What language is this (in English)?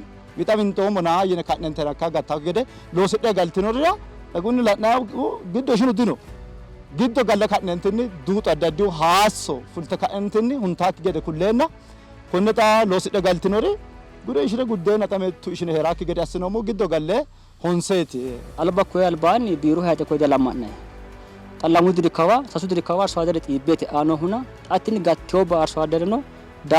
Sidamo